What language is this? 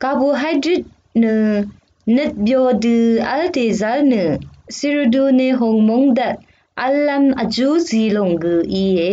Rawang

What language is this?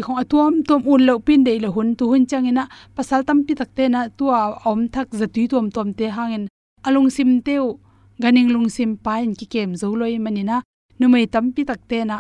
Tedim Chin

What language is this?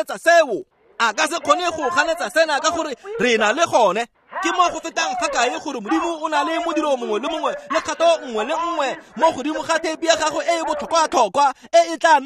Tswana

